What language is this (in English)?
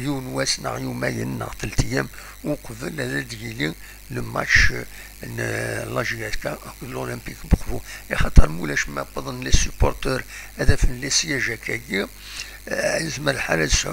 Kabyle